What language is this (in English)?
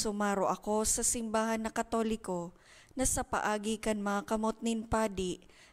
Bikol